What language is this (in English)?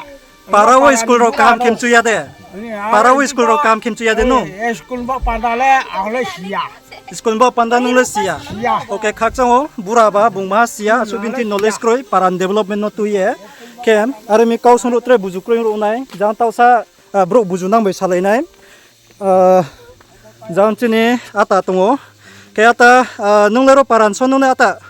Riang (India)